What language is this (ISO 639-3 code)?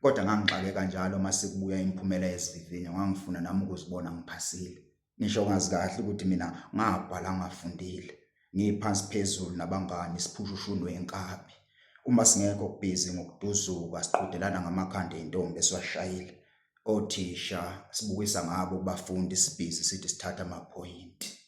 zul